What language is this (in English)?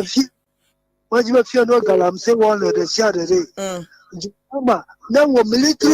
Ewe